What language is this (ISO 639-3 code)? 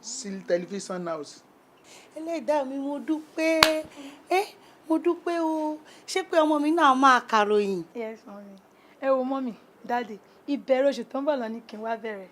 yor